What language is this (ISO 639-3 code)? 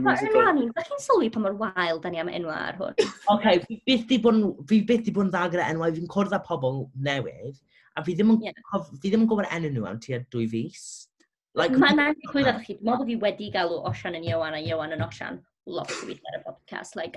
cym